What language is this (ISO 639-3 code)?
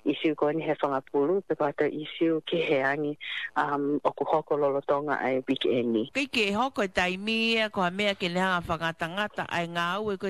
ton